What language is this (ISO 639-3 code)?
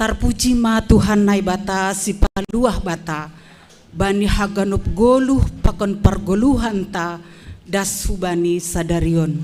bts